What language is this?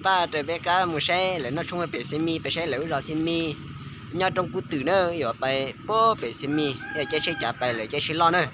Hmong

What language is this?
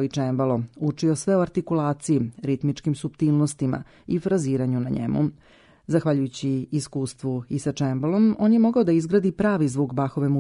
Serbian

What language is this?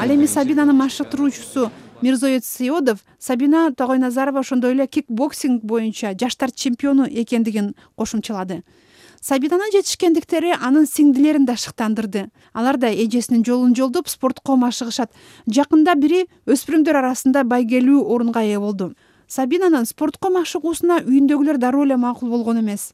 Kyrgyz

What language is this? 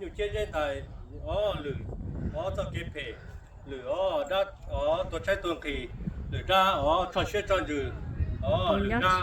Hmong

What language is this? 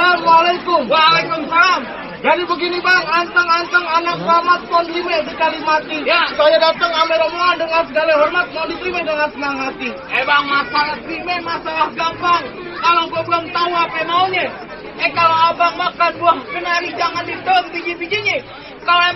Betawi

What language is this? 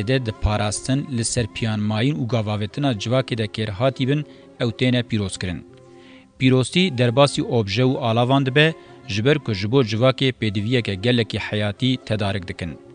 Kurdish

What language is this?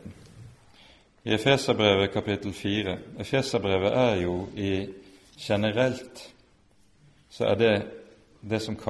Norwegian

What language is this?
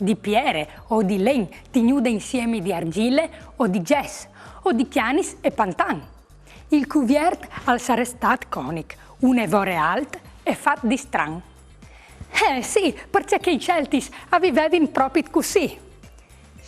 Friulian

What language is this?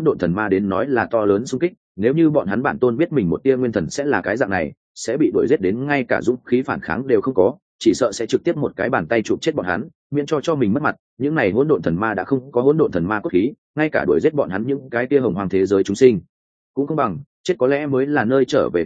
Vietnamese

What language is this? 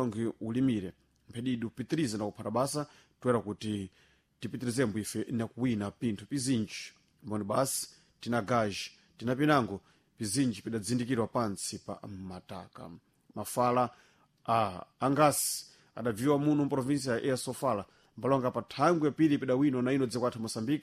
Sena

